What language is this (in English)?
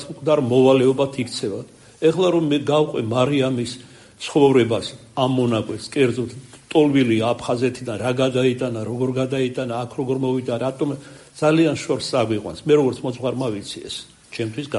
Georgian